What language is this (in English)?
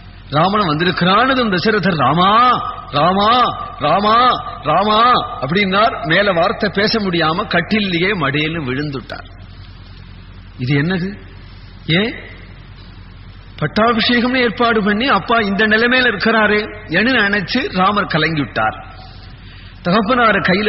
Tamil